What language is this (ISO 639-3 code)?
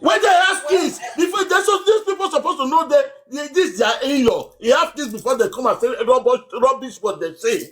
pcm